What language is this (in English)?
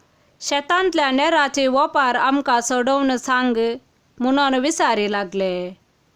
Konkani